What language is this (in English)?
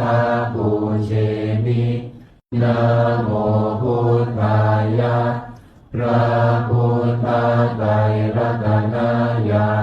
Pali